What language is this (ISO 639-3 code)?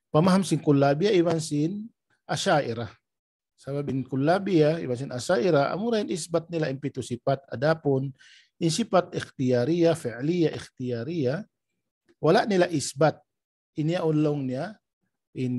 tsg